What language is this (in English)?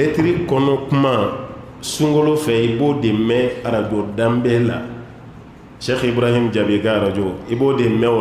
Bambara